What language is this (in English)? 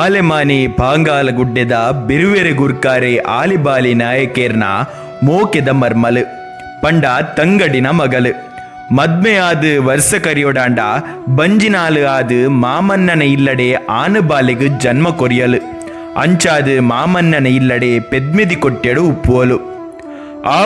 Tulu